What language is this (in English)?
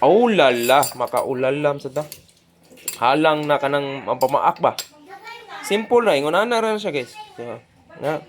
Cebuano